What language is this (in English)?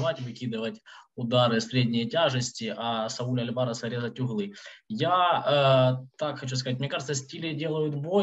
Russian